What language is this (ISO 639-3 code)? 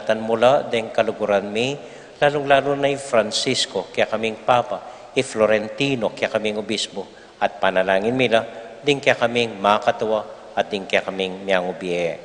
pam